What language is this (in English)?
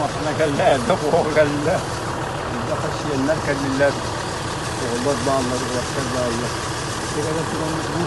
Yakut